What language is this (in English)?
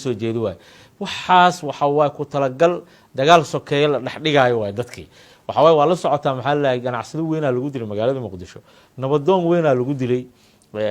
Somali